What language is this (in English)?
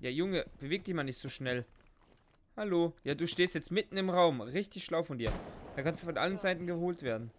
Swiss German